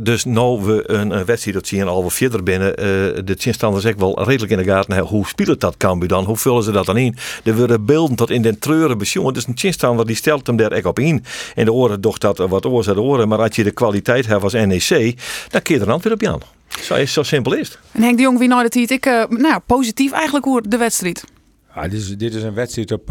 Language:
Western Frisian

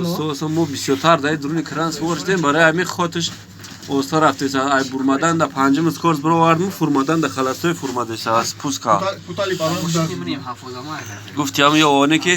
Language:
Tajik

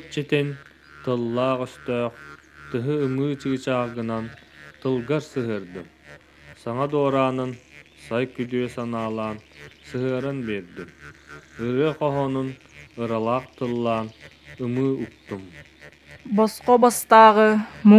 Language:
Yakut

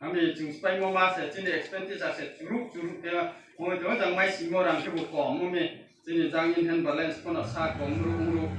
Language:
Riang (India)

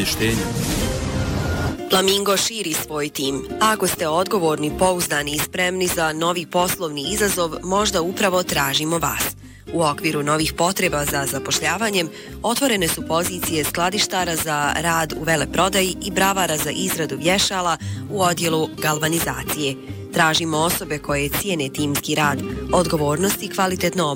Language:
Bosnian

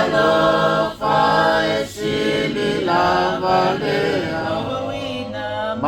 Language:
Samoan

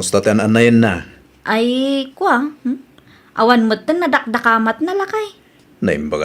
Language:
Iloko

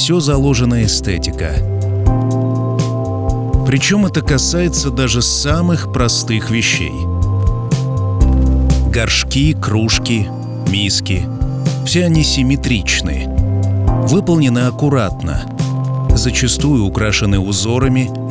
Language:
Russian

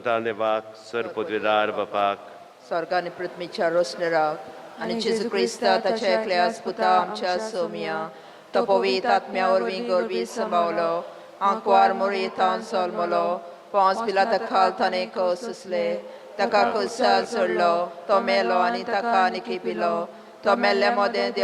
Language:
Konkani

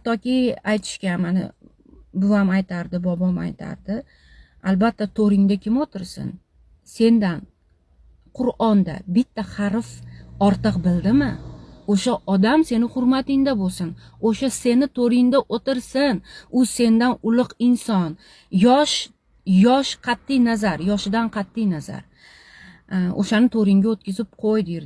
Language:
Uzbek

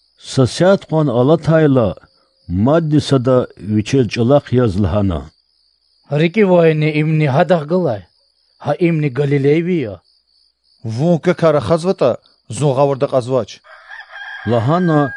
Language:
Lezghian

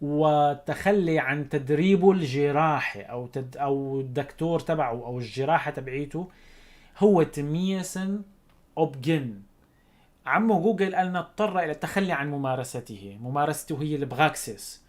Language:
North Levantine Arabic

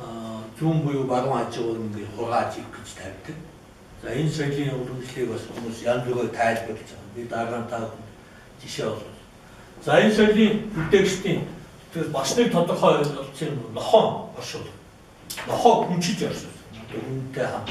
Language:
Mongolian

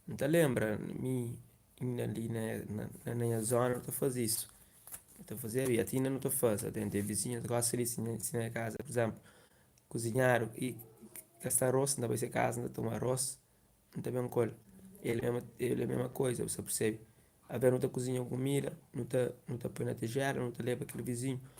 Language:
Kabuverdianu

